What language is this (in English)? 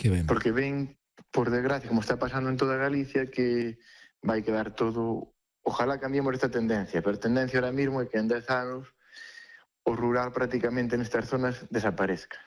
Galician